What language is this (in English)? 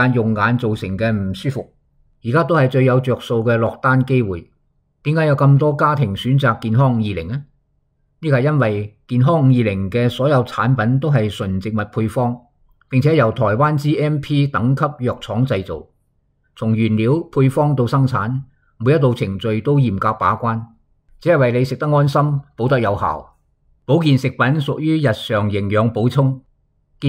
Cantonese